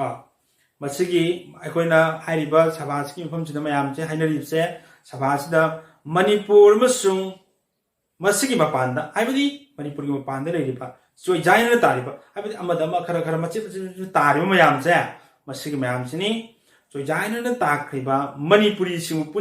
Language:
Manipuri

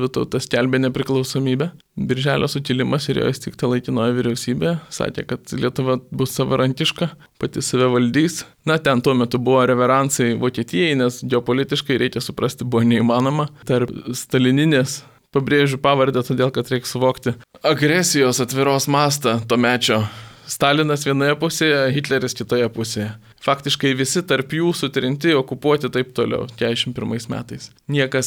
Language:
Lithuanian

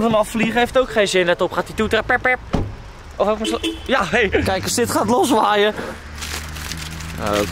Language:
Dutch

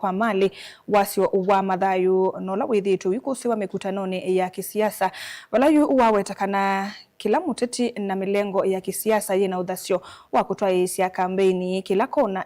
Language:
Kamba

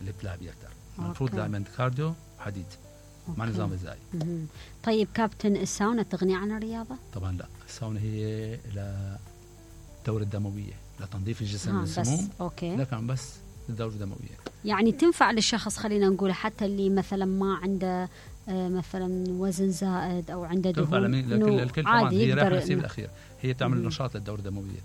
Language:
Mesopotamian Arabic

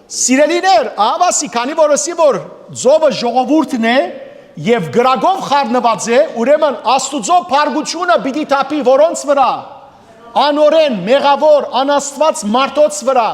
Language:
Western Armenian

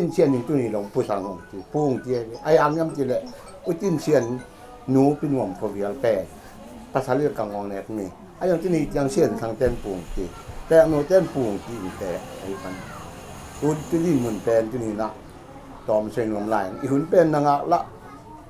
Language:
Tedim Chin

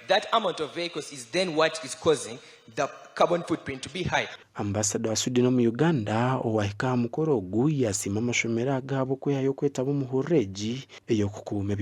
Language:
Nyankole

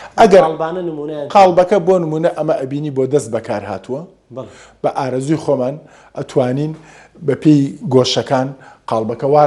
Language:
Central Kurdish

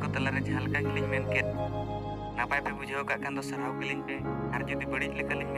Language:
Santali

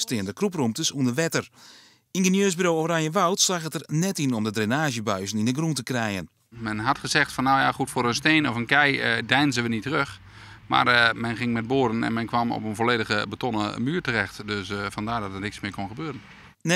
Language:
Western Frisian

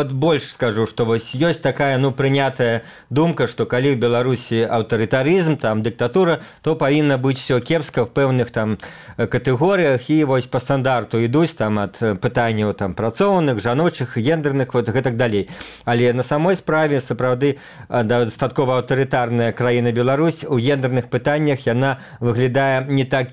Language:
Belarusian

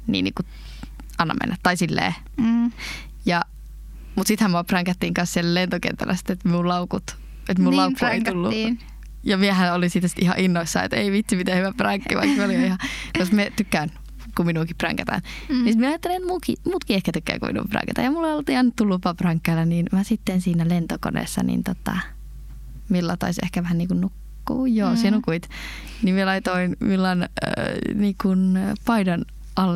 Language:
Finnish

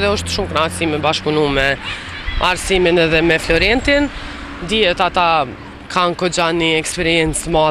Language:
Albanian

